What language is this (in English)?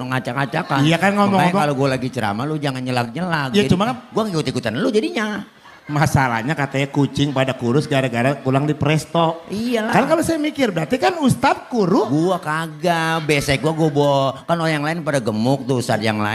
Betawi